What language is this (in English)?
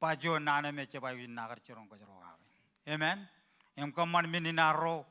Marshallese